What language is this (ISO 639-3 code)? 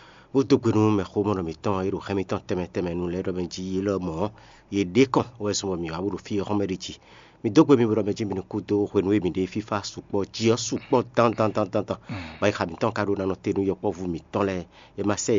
fon